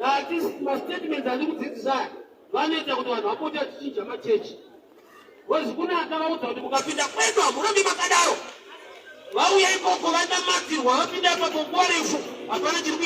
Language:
Shona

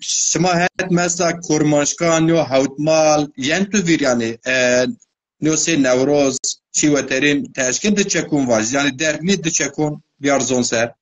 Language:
Zaza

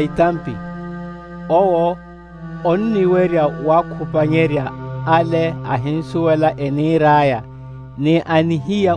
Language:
Makhuwa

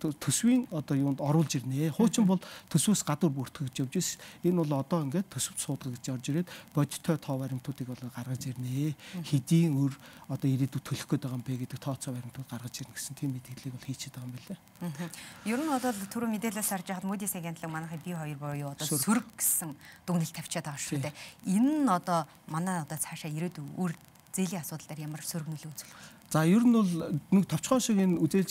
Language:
Mongolian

